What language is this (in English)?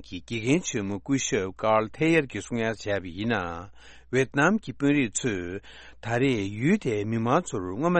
Tibetan